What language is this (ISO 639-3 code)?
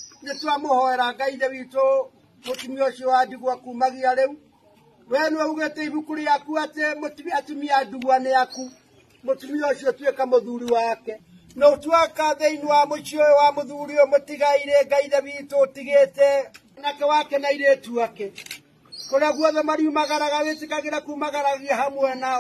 kik